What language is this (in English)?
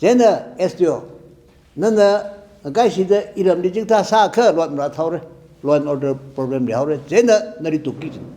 Tangkhul Naga (India)